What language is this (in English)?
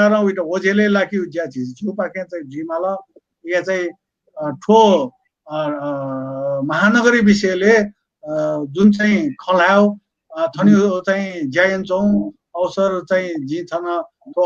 Newari